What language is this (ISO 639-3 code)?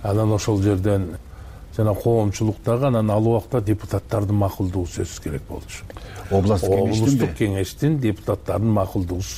kir